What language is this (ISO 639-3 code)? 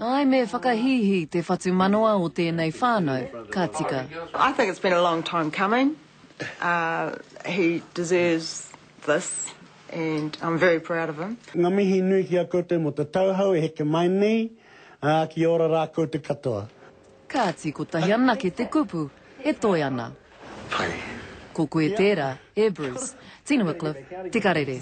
mri